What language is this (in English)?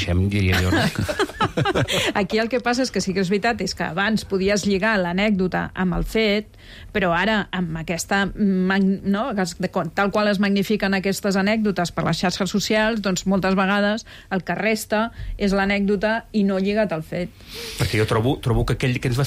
Catalan